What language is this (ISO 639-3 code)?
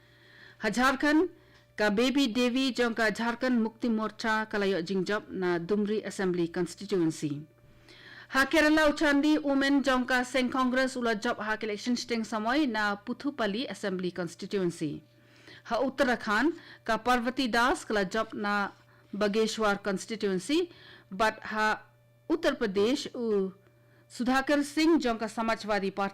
kha